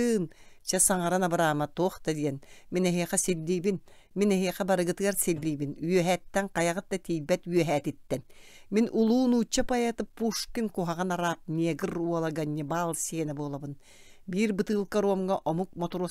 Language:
Yakut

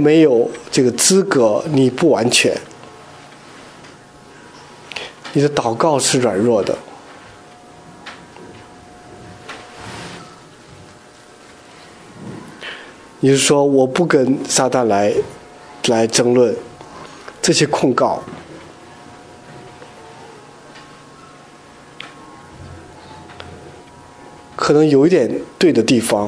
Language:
Chinese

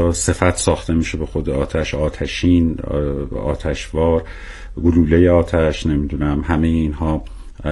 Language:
Persian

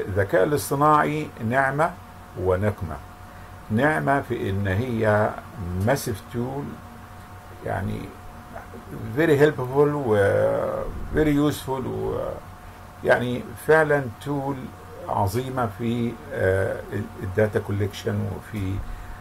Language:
Arabic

